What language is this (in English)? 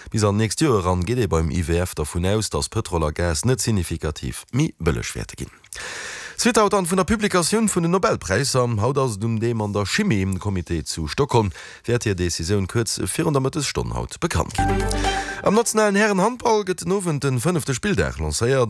Luxembourgish